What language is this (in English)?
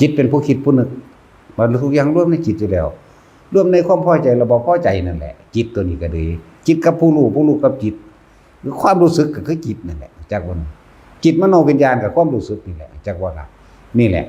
Northeastern Thai